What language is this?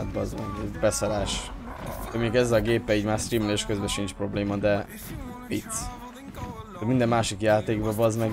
Hungarian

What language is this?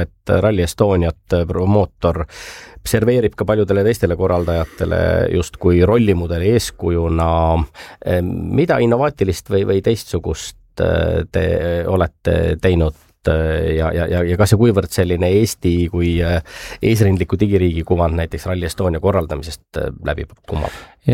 Estonian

